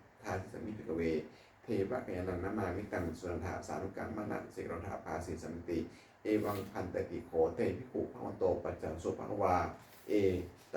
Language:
Pali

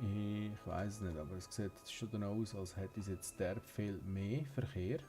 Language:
Swiss German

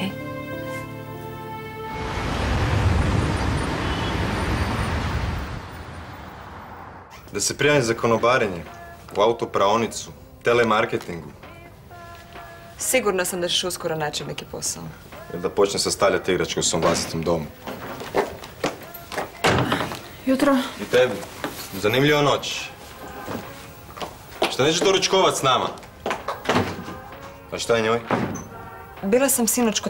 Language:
Croatian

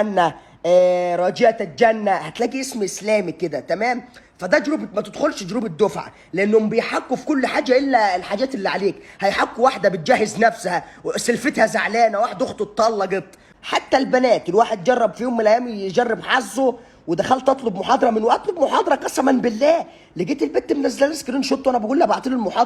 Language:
Egyptian Arabic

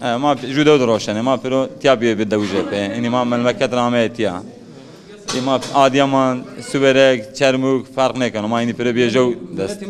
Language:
Zaza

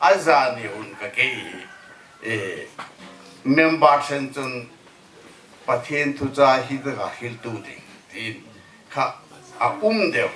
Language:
Hmar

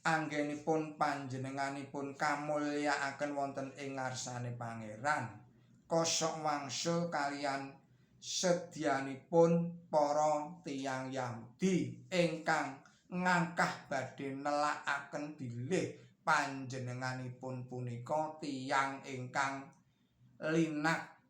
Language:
Javanese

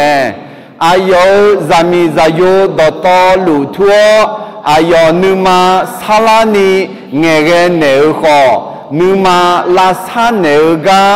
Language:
Akha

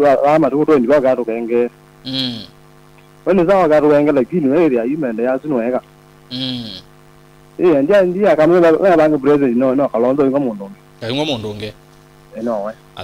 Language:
Kamba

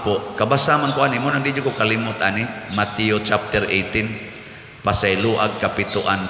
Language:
Cebuano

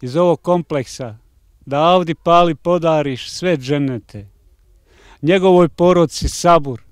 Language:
Bosnian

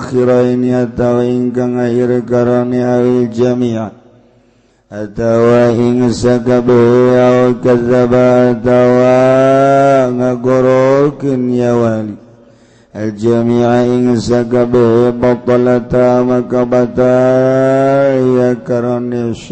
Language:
Sundanese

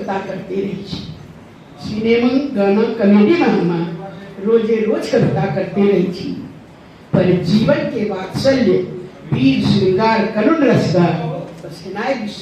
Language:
Angika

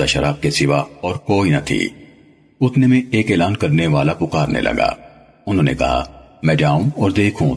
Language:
Urdu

